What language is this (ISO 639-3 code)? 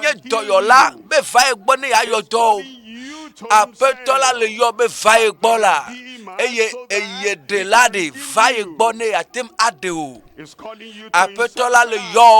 ewe